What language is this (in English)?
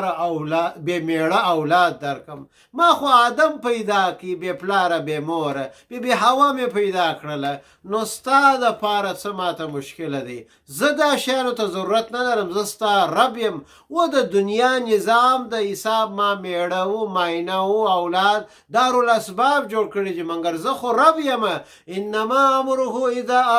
Pashto